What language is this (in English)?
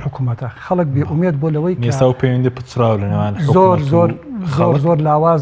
Central Kurdish